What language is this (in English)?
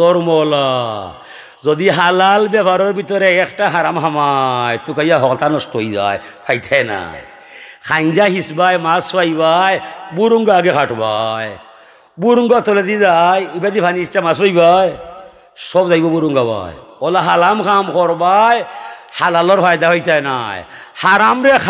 Sylheti